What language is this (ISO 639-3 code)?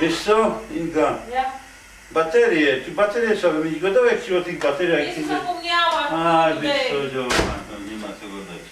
szl